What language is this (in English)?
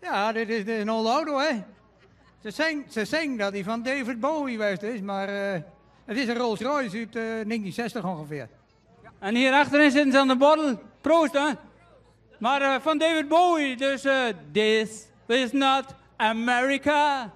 Western Frisian